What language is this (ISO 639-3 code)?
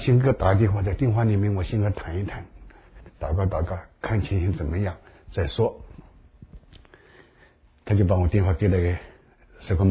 zho